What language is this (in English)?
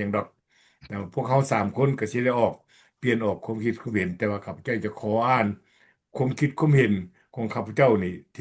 Lao